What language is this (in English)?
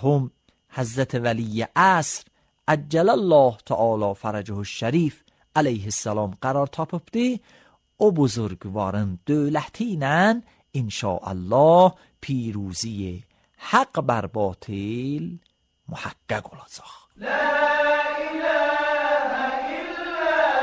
Azerbaijani